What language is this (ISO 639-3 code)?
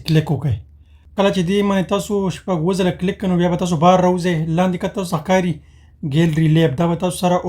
pus